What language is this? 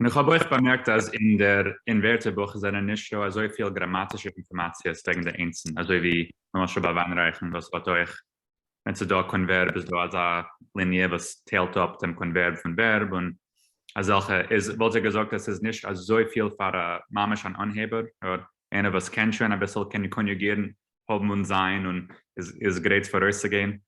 Yiddish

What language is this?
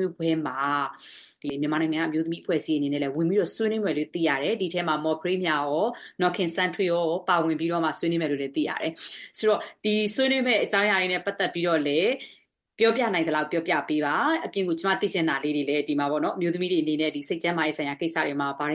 Burmese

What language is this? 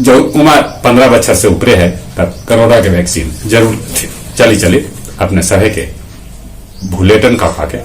Magahi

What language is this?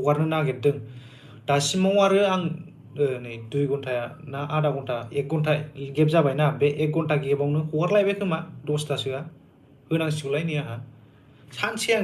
Bodo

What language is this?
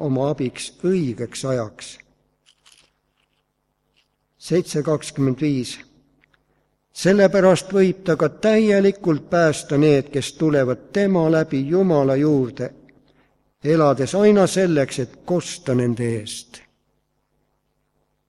Estonian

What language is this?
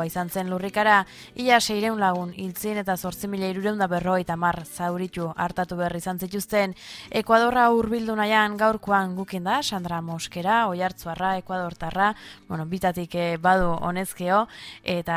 Basque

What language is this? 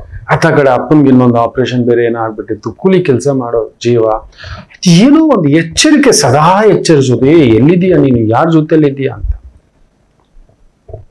Kannada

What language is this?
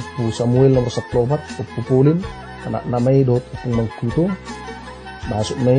Batak Toba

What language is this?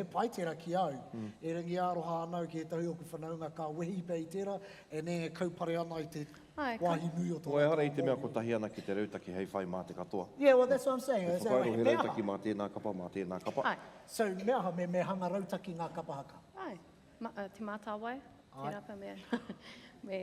Māori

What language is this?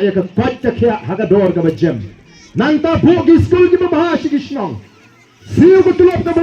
Khasi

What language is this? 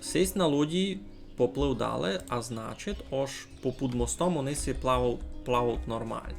Rusyn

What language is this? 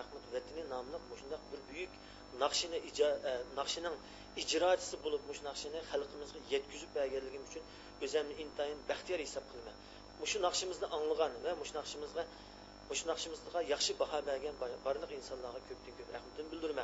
Uyghur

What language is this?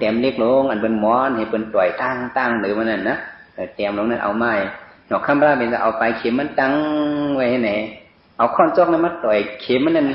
Shan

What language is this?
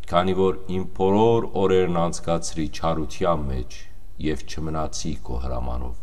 Western Armenian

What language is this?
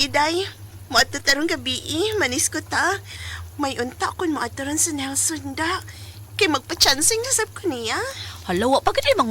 Cebuano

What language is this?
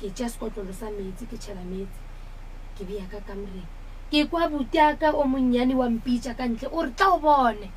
Northern Sotho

